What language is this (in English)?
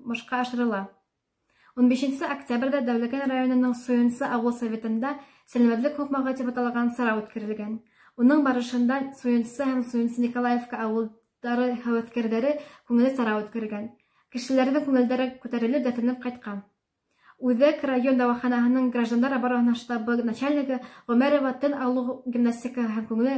Bashkir